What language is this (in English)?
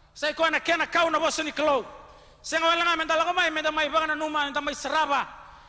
Fijian